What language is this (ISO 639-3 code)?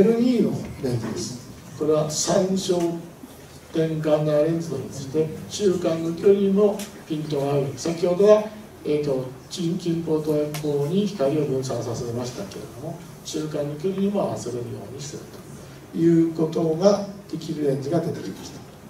jpn